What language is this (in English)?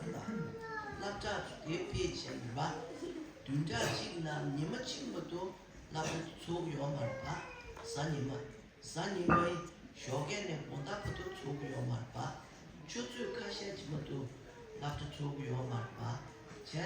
Tibetan